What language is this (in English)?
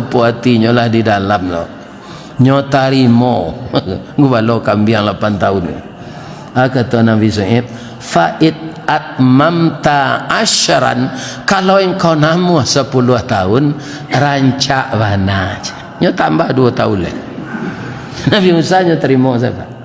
Minangkabau